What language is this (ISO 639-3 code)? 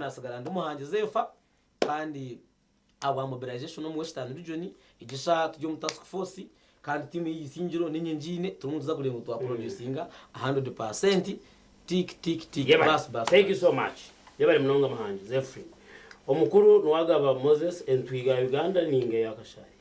nyn